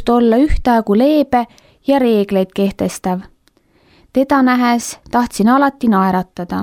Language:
Estonian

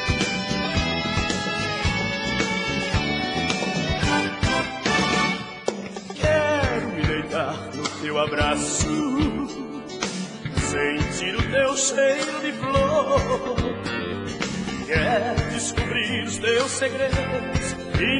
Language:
Portuguese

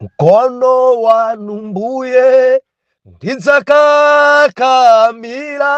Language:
Nyanja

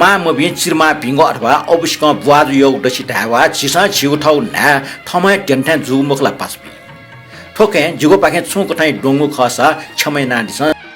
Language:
Newari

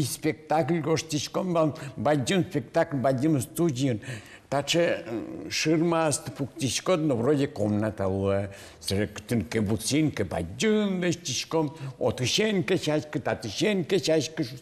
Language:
Udmurt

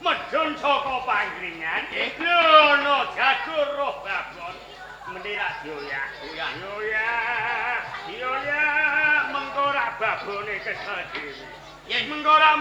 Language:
Javanese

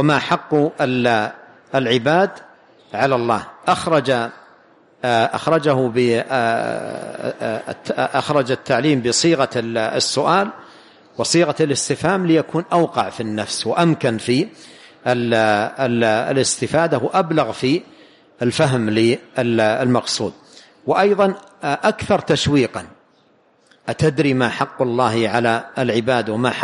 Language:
Arabic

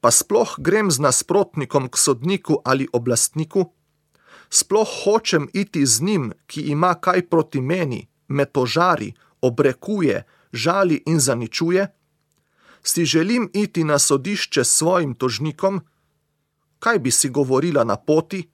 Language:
Slovenian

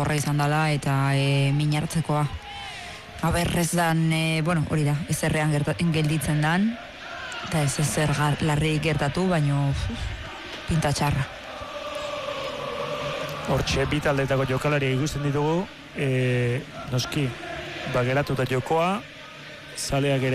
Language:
Basque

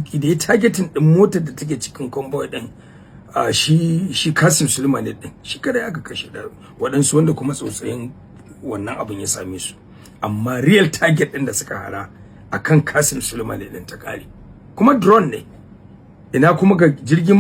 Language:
Hausa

